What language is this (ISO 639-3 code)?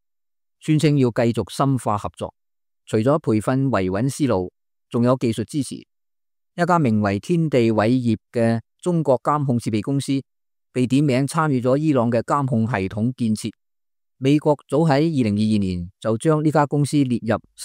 yue